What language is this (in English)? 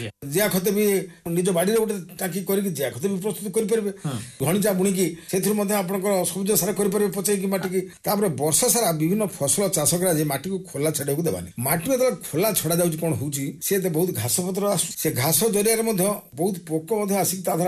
Odia